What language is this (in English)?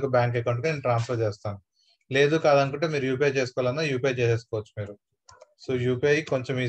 Telugu